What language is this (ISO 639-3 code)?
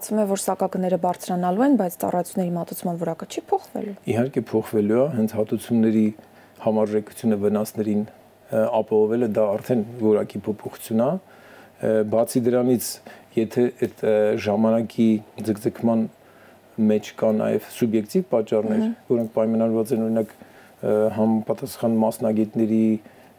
hye